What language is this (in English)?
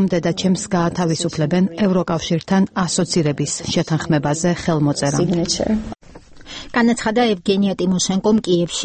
Georgian